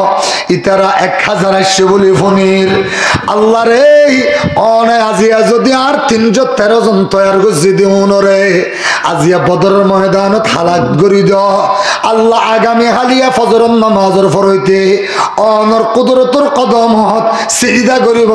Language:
Rohingya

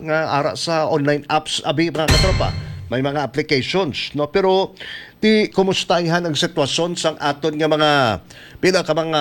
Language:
Hiligaynon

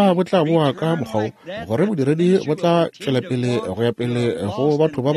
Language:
Northern Sotho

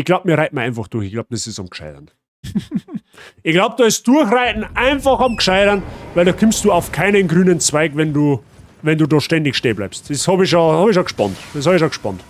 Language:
Bavarian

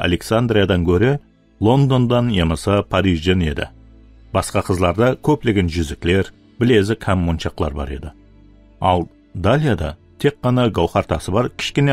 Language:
Kara-Kalpak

